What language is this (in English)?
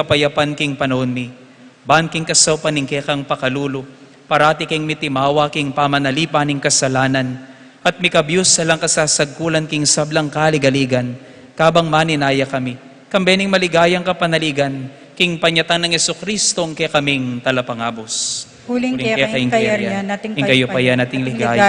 Pampanga